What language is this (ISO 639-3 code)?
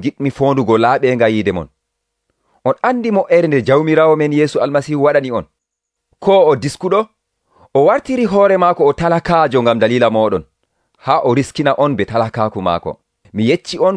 fuv